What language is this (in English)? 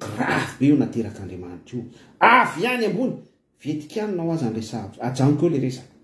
Malagasy